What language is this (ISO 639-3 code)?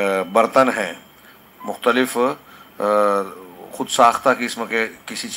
urd